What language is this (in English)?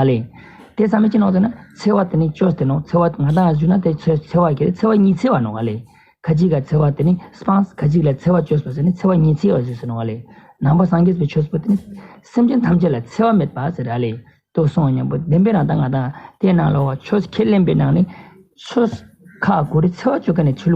Ladakhi